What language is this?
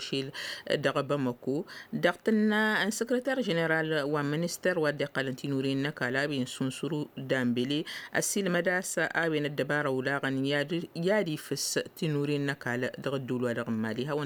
Tamasheq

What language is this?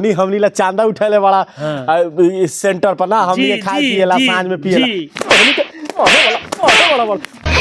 Bhojpuri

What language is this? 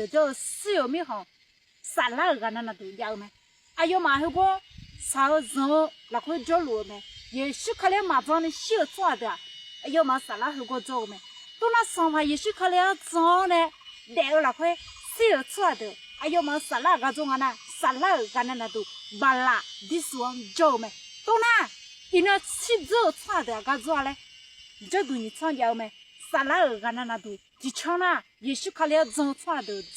Akha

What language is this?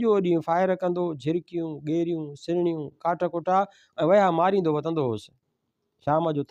Sindhi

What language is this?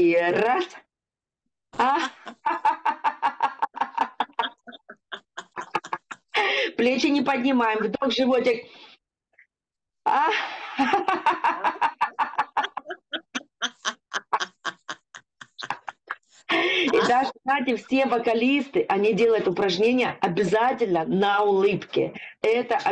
Russian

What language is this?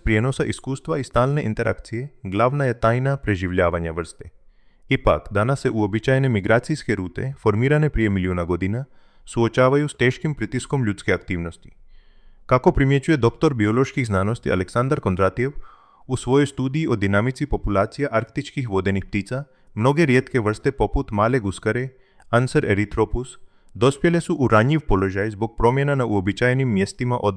Croatian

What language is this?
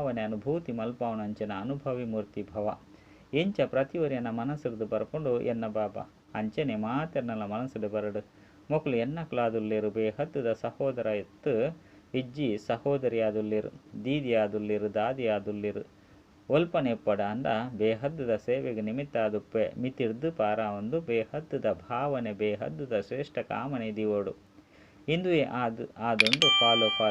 Tulu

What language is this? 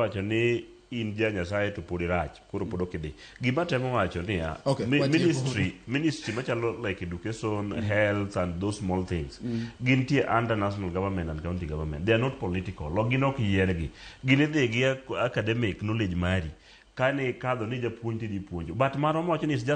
Luo (Kenya and Tanzania)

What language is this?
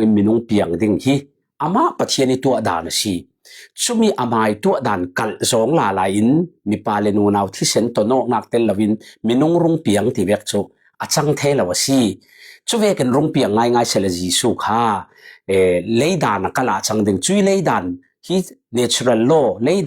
Falam Chin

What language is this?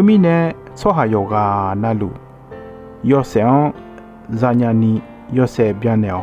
Akha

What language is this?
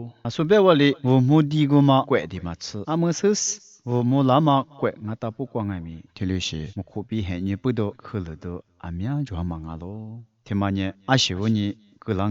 Lisu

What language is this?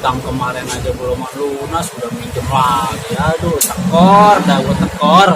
Betawi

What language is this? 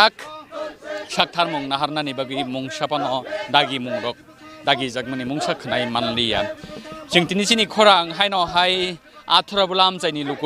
Kok Borok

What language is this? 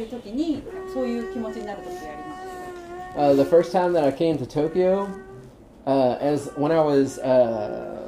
Japanese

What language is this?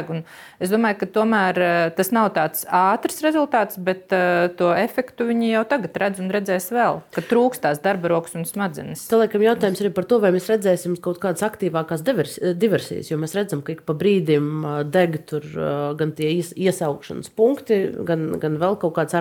Latvian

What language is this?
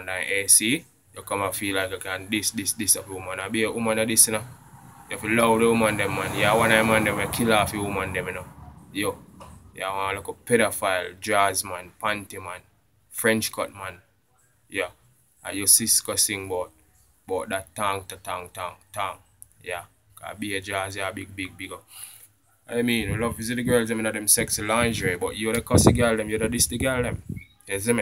Jamaican Creole English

